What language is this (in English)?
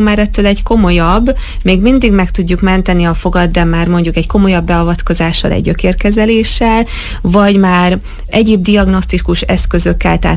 Hungarian